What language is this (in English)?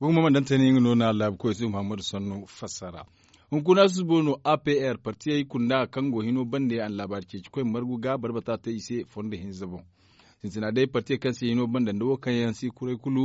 Zarma